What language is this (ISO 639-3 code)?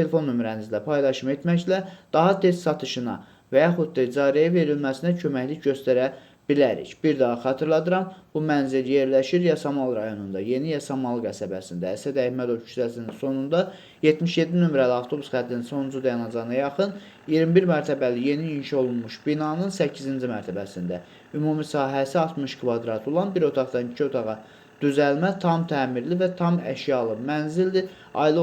aze